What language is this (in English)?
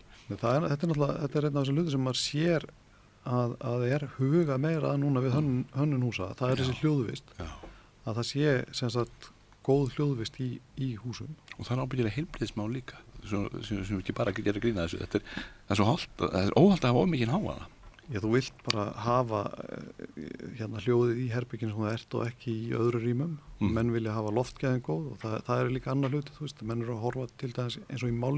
Icelandic